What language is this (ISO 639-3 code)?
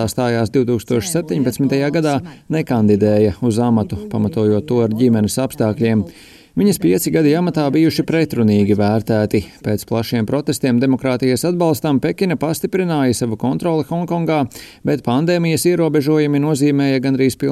lav